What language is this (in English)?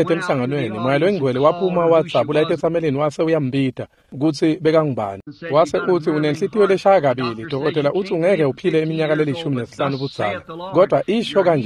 Swati